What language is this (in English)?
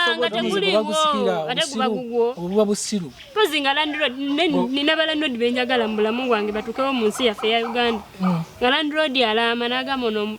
Ganda